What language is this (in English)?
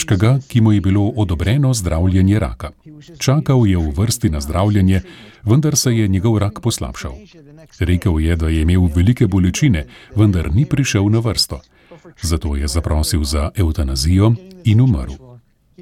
Slovenian